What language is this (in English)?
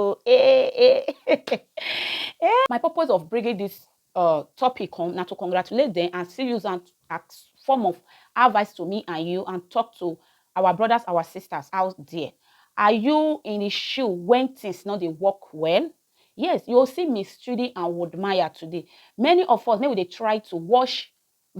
Nigerian Pidgin